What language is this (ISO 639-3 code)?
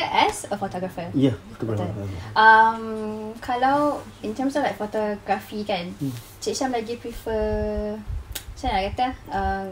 msa